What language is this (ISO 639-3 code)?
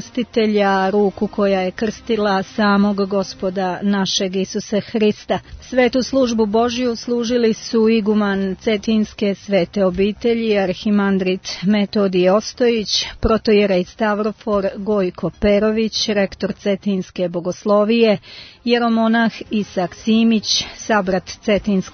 srp